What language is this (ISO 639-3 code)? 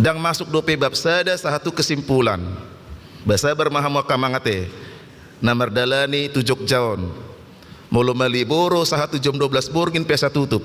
bbc